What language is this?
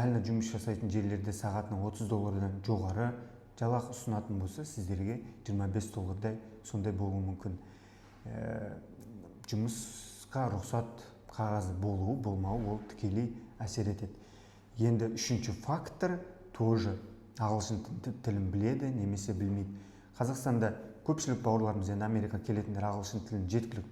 Kazakh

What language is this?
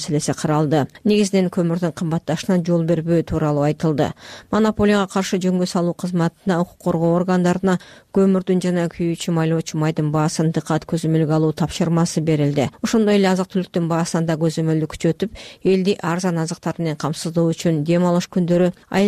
Kyrgyz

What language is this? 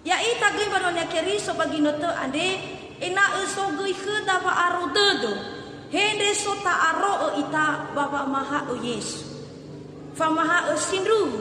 Nias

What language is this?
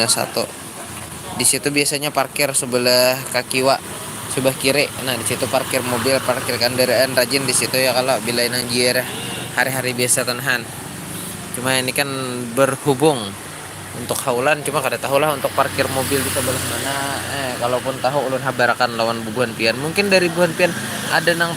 Banjar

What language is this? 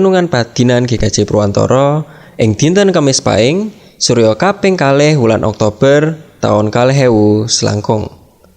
Javanese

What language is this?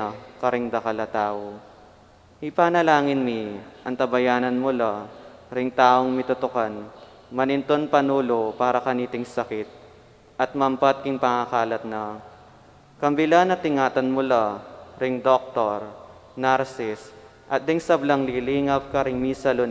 Pampanga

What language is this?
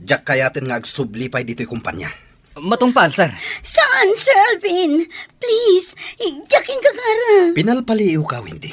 Iloko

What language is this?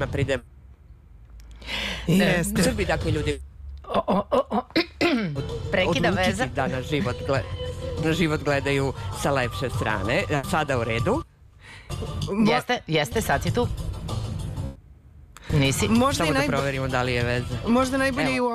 Serbian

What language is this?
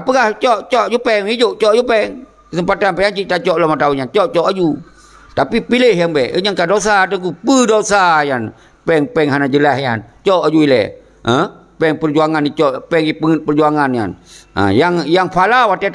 Achinese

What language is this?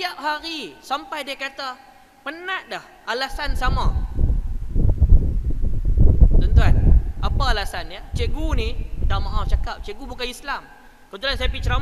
Malay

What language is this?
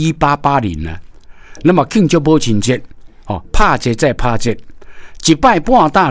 Min Nan Chinese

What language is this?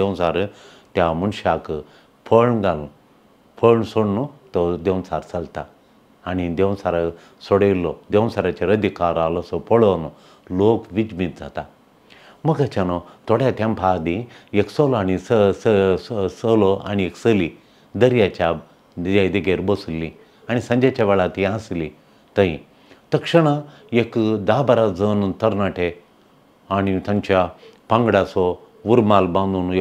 Konkani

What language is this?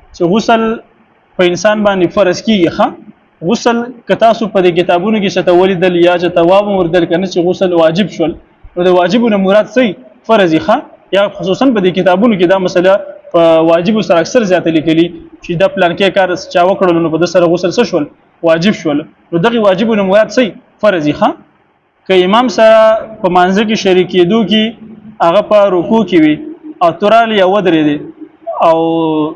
Pashto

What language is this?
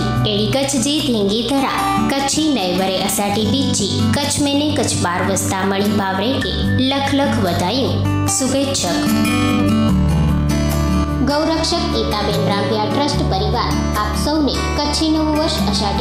Gujarati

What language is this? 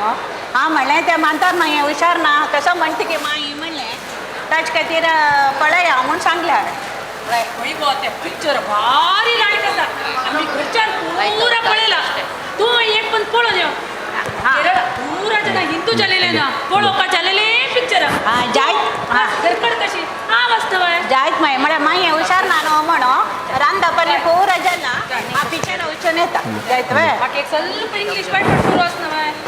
Konkani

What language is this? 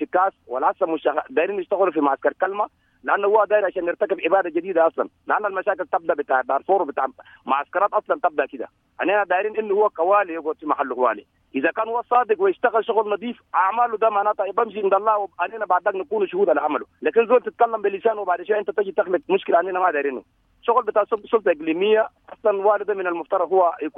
Sudanese Arabic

